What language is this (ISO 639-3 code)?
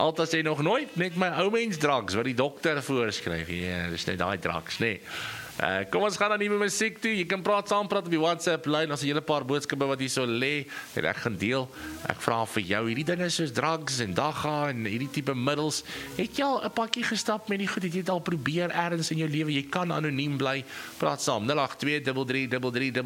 afr